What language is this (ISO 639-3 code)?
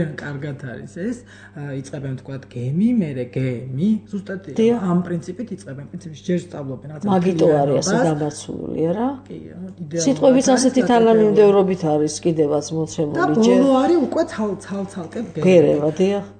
kat